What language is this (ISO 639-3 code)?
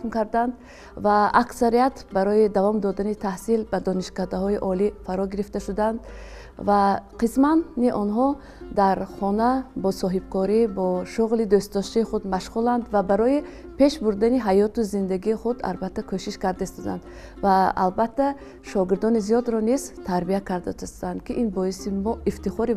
tgk